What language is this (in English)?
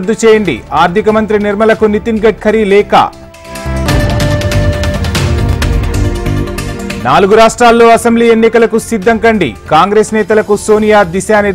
Telugu